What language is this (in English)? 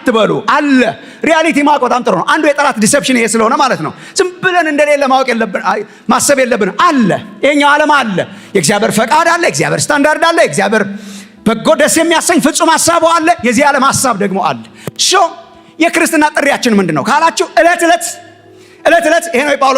Amharic